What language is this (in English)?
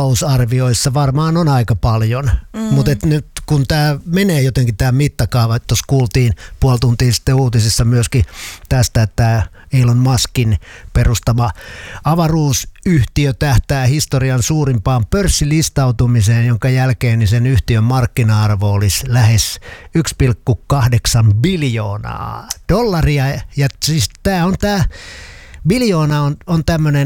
Finnish